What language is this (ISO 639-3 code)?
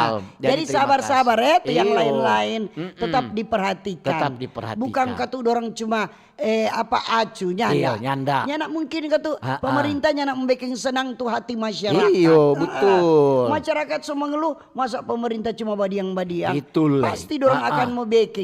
xmm